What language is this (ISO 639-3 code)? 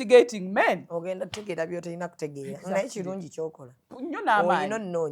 lug